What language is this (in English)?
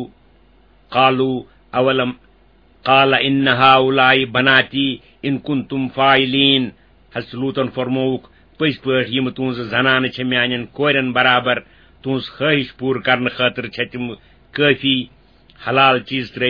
Kashmiri